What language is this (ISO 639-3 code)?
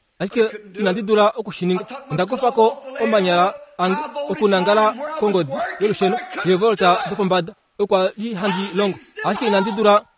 kua